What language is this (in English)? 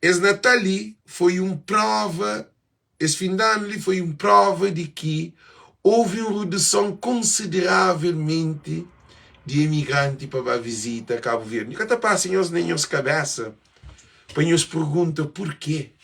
Kabuverdianu